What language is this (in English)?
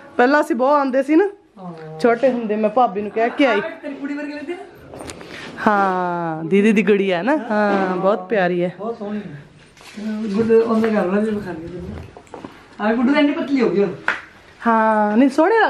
Hindi